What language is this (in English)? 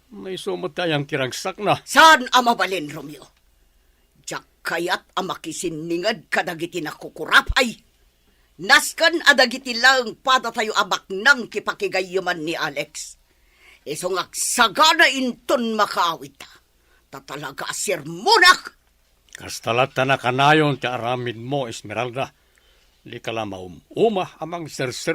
Iloko